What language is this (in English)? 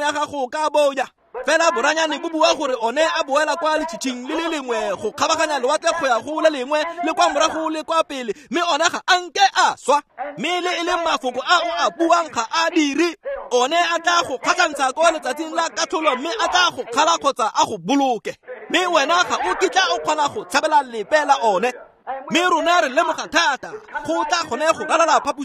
Tswana